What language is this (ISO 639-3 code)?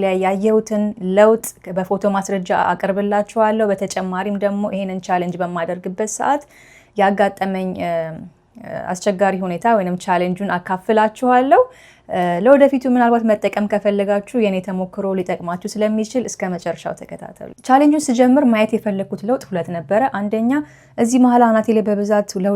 amh